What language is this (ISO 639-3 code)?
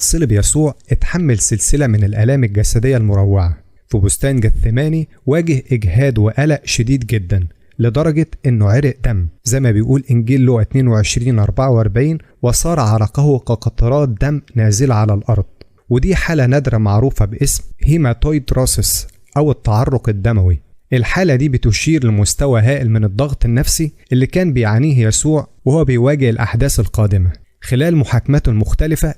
arz